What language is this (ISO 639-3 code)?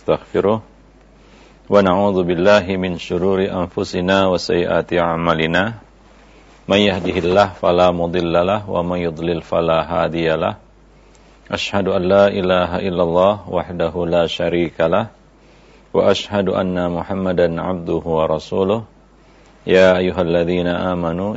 ind